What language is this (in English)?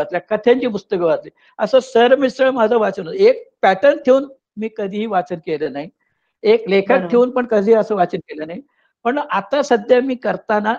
Marathi